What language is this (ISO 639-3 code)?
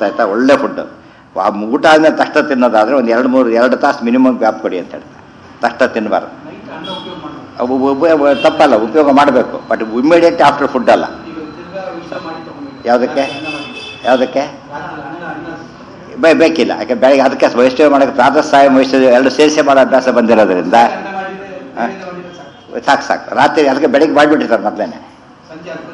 kan